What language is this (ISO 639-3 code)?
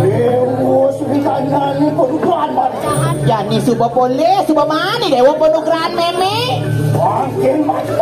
ban